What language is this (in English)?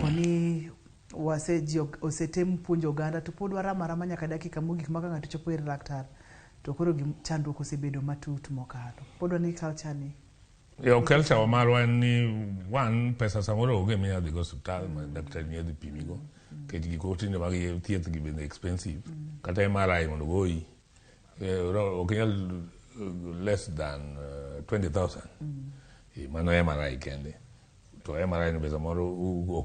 Luo (Kenya and Tanzania)